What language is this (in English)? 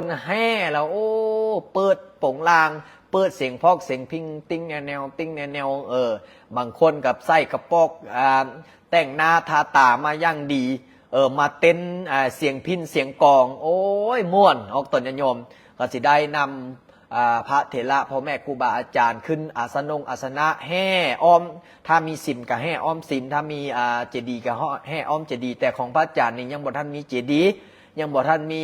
Lao